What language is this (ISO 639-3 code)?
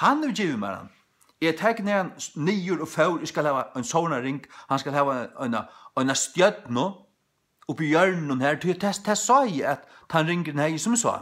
fao